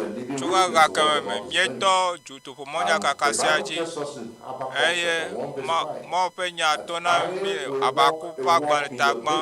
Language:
Ewe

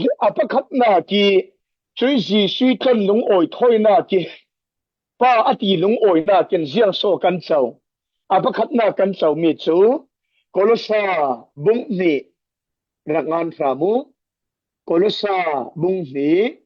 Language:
Falam Chin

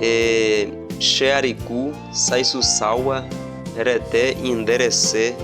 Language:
Nheengatu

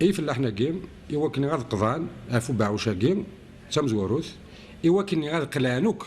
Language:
Kabyle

